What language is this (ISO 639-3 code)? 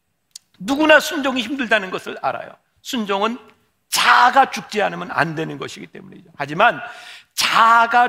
kor